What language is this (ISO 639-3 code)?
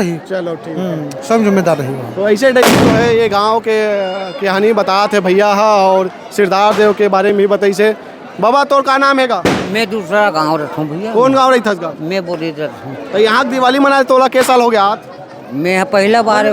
hne